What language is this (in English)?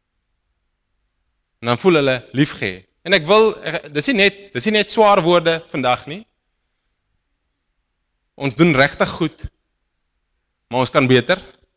Afrikaans